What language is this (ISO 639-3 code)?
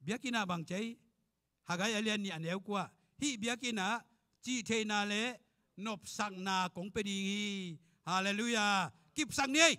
ctd